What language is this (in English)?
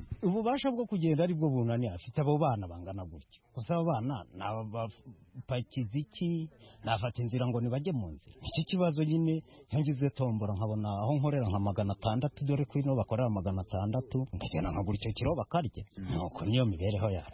Kinyarwanda